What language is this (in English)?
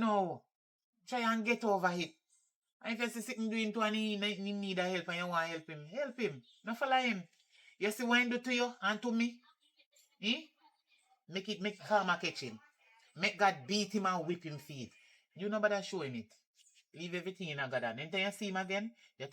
Jamaican Creole English